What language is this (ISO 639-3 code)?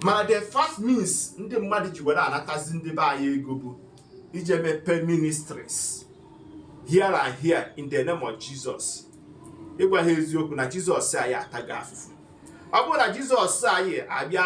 ibo